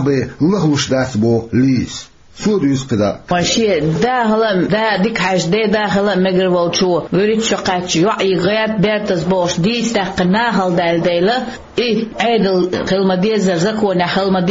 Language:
Chechen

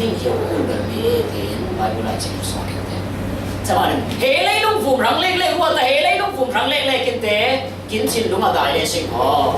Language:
Falam Chin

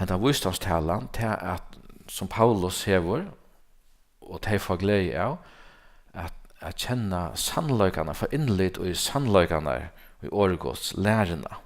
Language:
Faroese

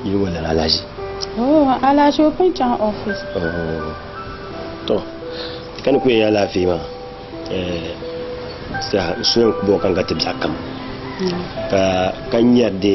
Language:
Dagbani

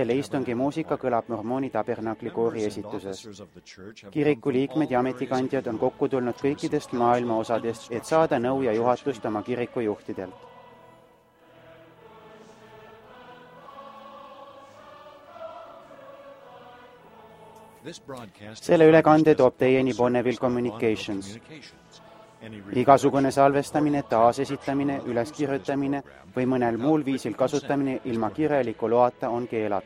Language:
Estonian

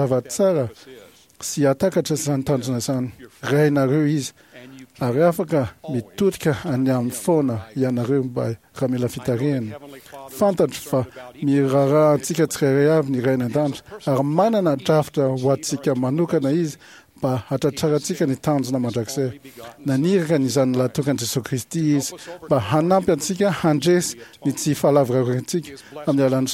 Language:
Malagasy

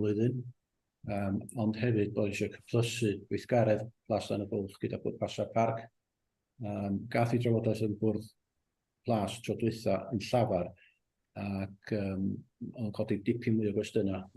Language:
Welsh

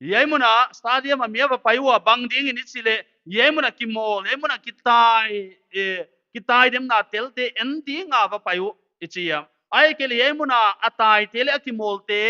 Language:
Paite Chin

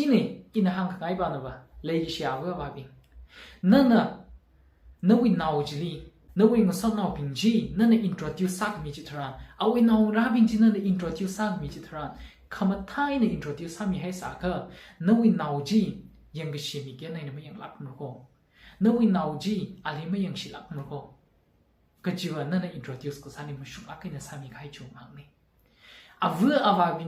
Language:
Tangkhul Naga (India)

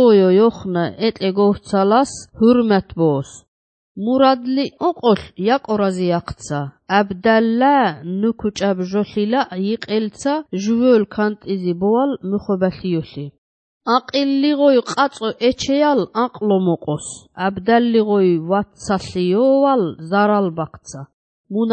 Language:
Armenian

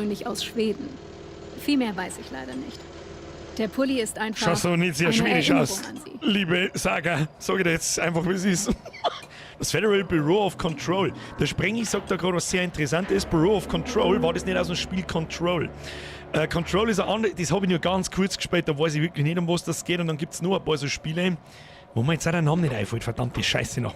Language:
Bavarian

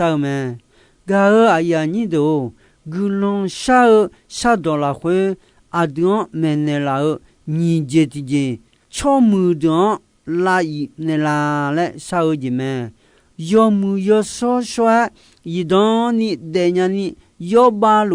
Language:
Akha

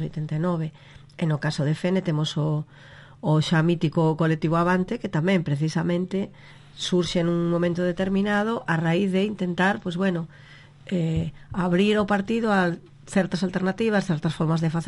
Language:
Galician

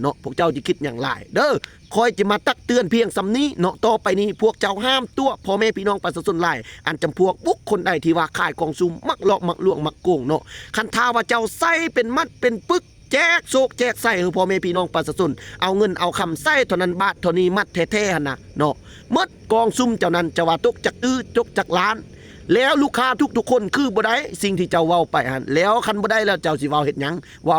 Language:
Lao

